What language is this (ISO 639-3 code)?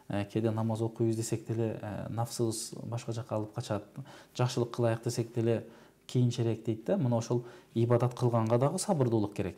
kir